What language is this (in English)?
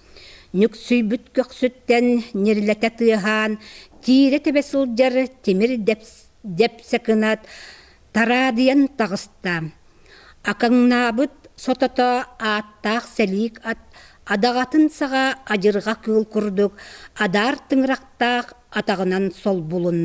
Yakut